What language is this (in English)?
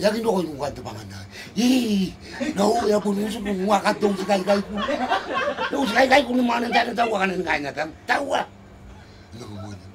Gilbertese